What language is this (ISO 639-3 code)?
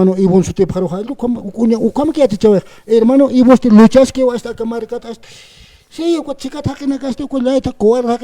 aym